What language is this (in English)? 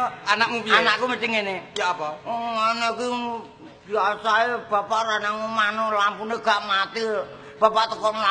Javanese